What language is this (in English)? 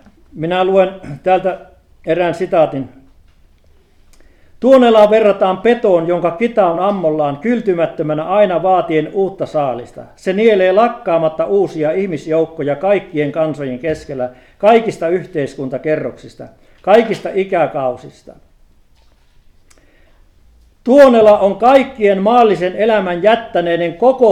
Finnish